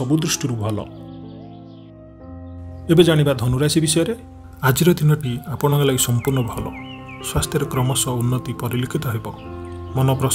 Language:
Odia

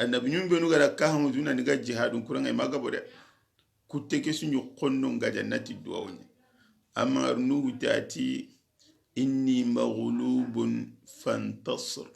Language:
Soninke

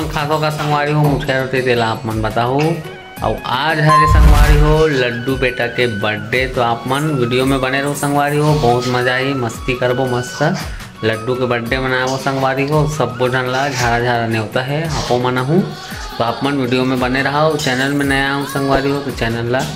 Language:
Chhattisgarhi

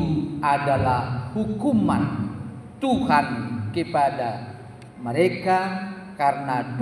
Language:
Batak Toba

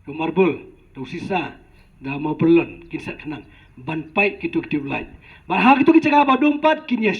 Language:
Khasi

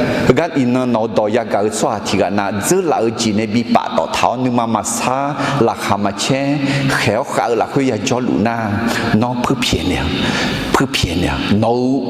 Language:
Akha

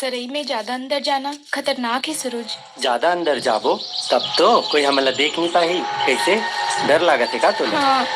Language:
Chhattisgarhi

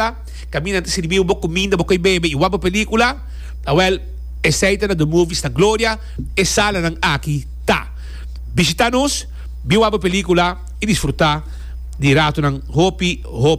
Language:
Papiamento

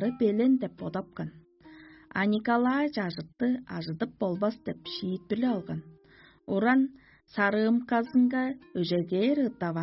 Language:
Tuvinian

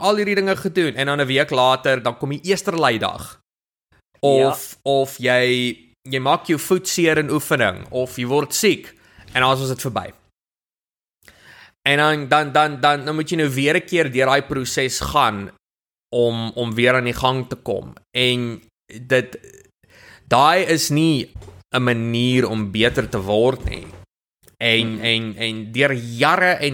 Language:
Afrikaans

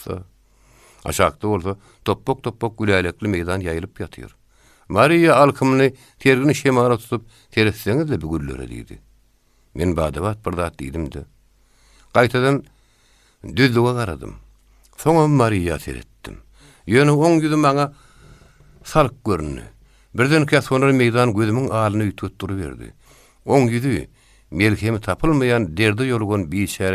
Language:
Turkmen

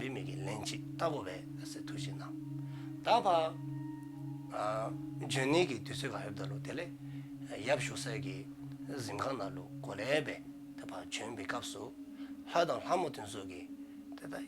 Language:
Dzongkha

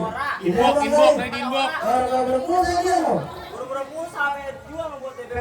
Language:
Betawi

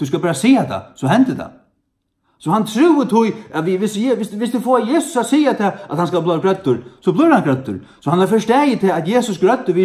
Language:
Faroese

